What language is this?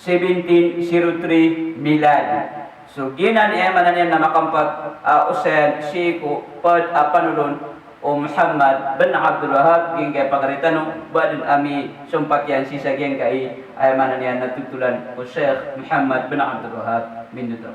Maranao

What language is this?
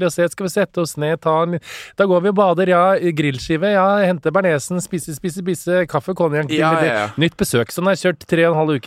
Norwegian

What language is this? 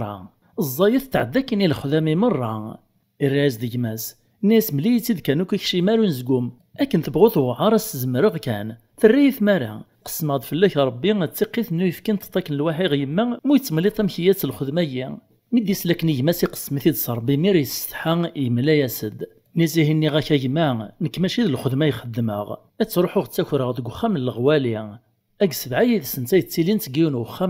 Kabyle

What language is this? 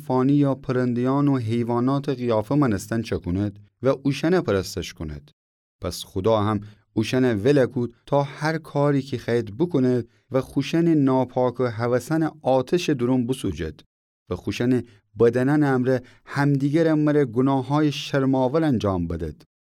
Gilaki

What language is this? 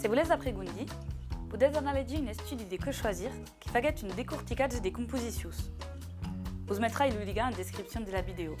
Occitan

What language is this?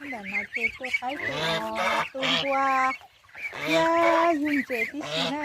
Hmong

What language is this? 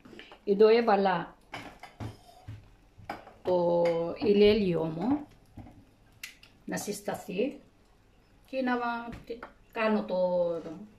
Greek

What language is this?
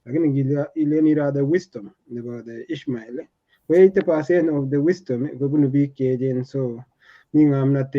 Kalenjin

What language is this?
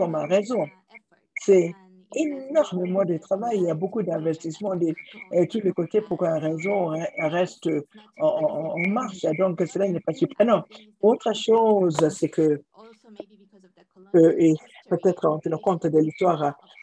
French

